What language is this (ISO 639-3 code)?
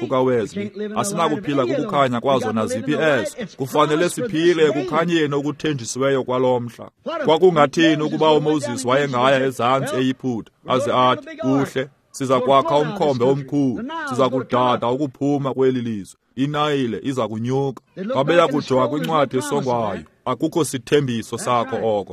xho